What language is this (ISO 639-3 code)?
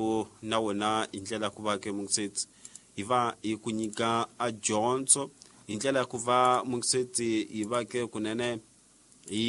tso